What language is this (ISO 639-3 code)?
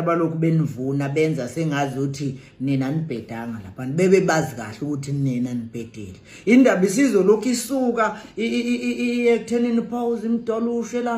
zul